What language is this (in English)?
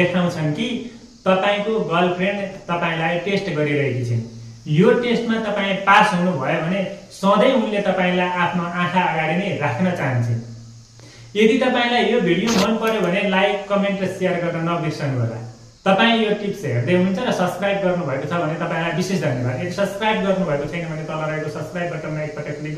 Nepali